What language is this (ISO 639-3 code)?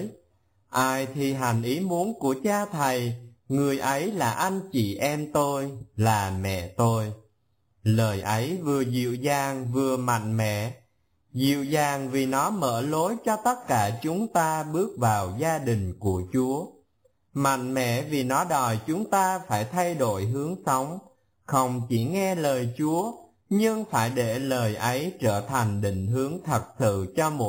vie